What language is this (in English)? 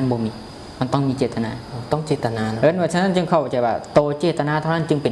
Lao